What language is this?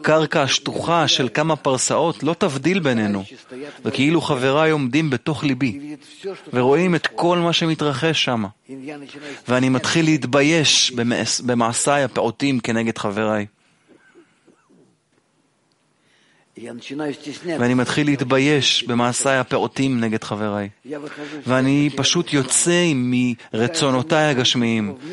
Hebrew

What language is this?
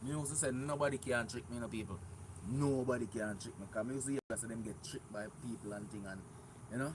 Jamaican Creole English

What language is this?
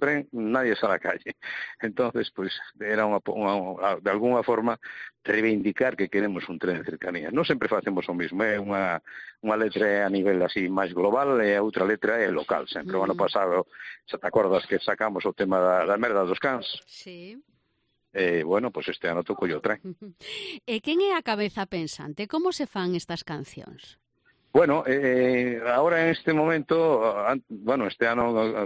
Galician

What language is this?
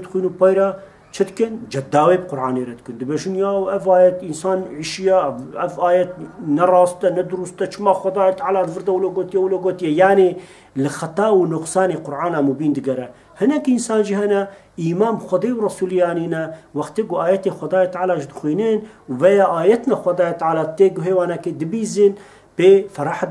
Kurdish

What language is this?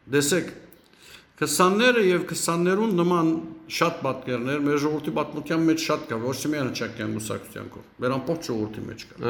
Western Armenian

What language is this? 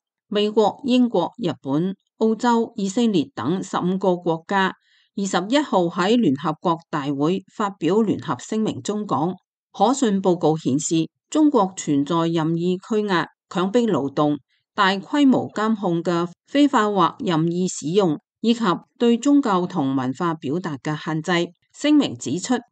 Cantonese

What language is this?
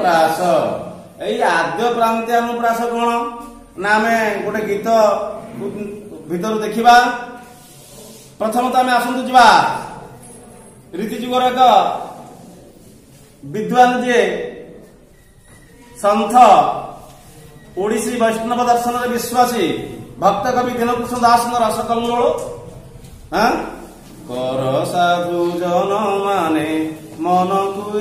Odia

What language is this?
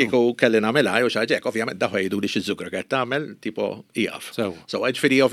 Maltese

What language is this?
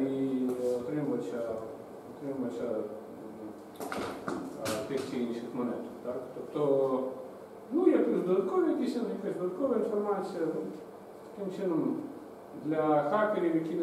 Ukrainian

